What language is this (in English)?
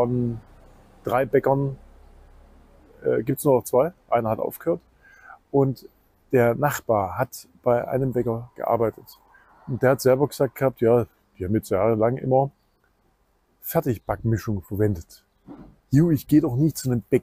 German